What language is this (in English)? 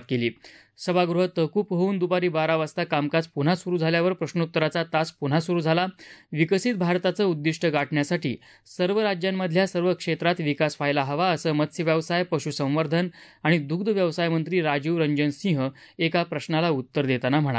Marathi